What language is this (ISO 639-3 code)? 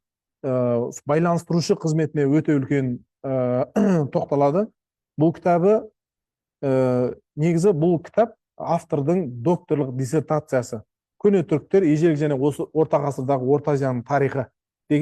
kaz